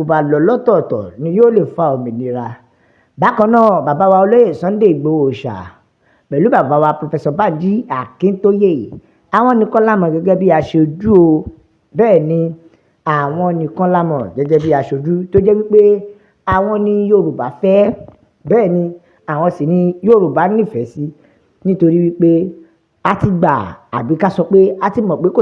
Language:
Yoruba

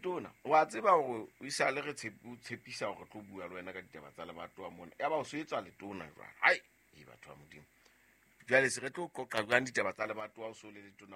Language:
Southern Sotho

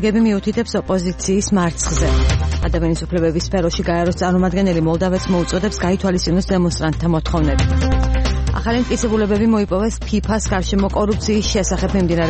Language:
Georgian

